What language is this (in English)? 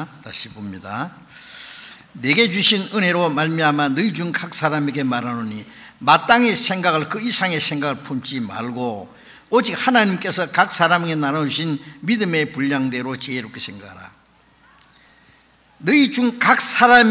Korean